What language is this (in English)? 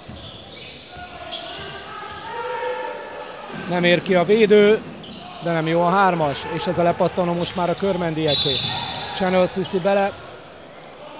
Hungarian